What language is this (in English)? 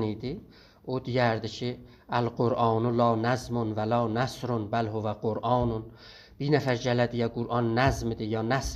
South Azerbaijani